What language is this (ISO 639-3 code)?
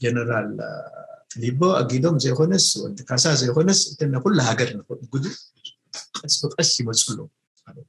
tir